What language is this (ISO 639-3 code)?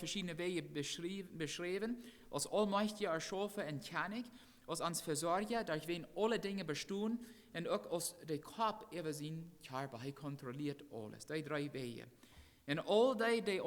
pdt